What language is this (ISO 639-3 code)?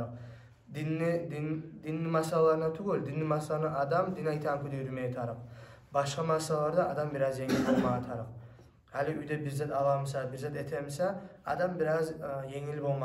kum